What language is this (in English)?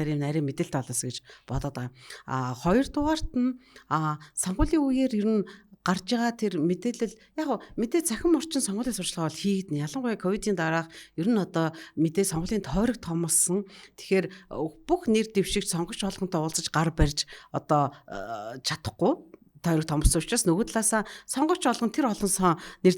Mongolian